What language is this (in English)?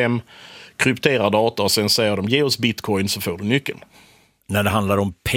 Swedish